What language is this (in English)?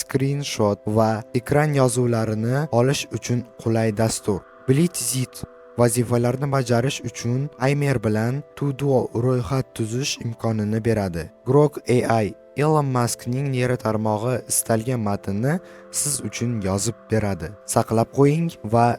Uzbek